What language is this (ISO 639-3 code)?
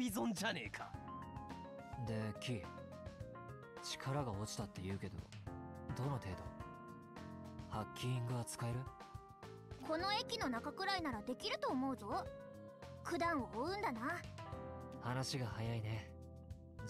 jpn